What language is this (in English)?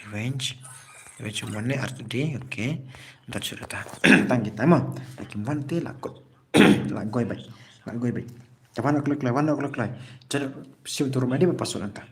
Khasi